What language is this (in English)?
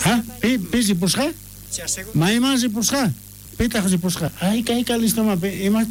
South Bolivian Quechua